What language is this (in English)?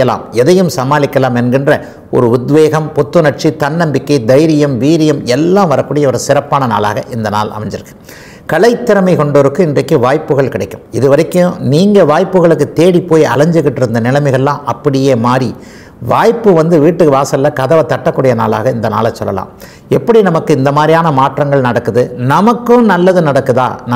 Tamil